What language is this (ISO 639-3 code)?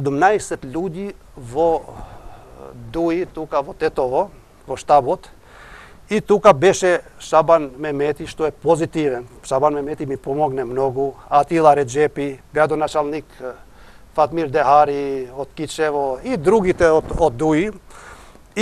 mkd